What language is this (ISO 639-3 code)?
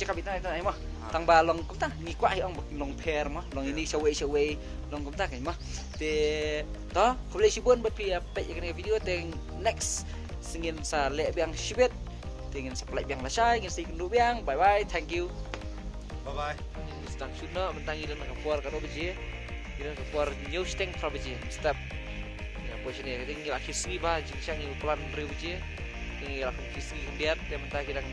kha